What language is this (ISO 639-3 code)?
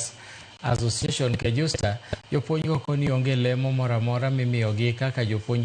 luo